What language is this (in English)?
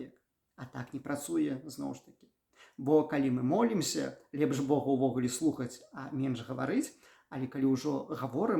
Belarusian